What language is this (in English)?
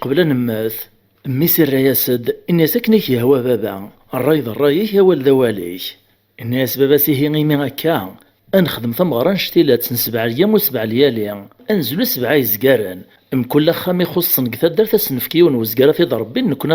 Kabyle